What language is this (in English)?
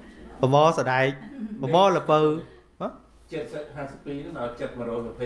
Khmer